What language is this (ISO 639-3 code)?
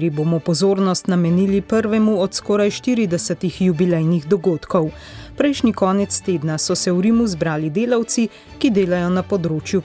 slv